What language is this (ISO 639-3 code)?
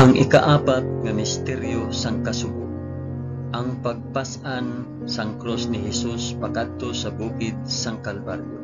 hil